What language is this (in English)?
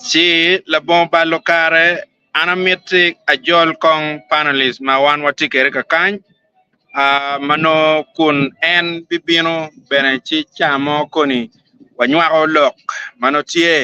Acoli